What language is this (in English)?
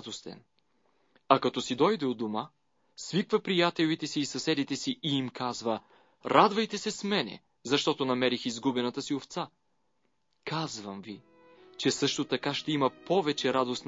Bulgarian